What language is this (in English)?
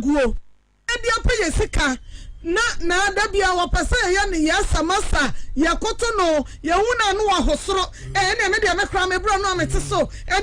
Akan